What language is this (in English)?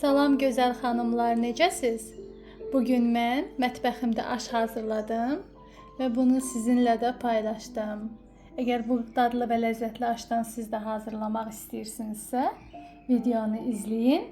Azerbaijani